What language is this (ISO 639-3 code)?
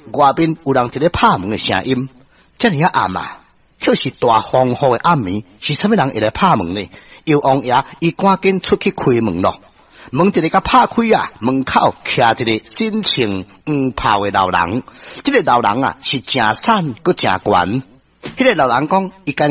nan